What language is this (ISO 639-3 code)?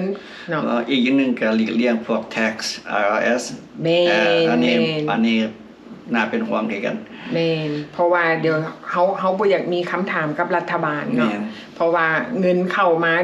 lao